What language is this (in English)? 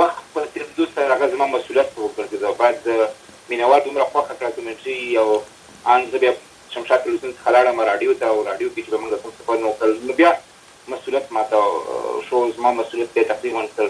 Pashto